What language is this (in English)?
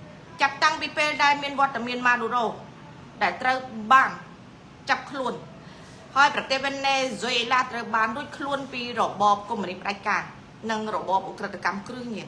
Khmer